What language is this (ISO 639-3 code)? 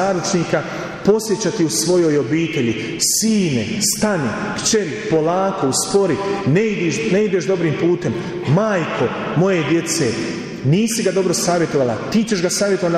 hrv